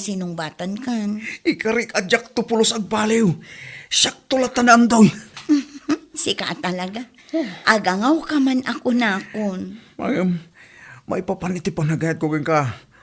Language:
Iloko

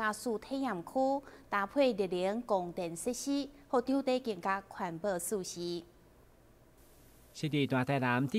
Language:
Chinese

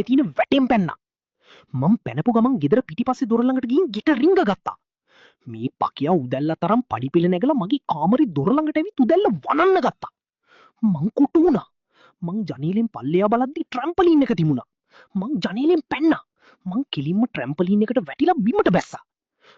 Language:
Sinhala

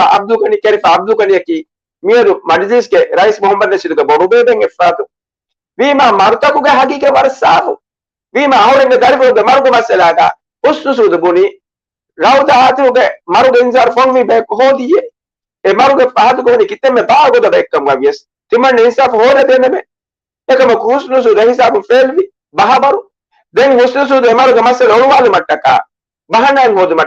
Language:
Divehi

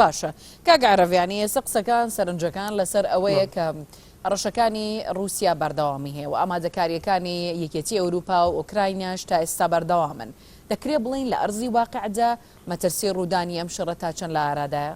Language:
Central Kurdish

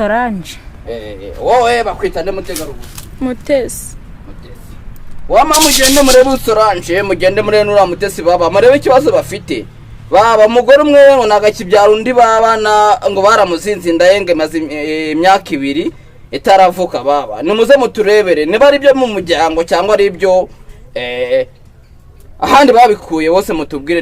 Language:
Kinyarwanda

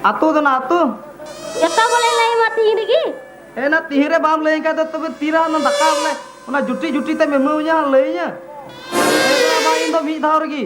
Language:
Santali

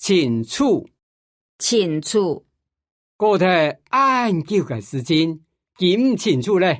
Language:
Hakka Chinese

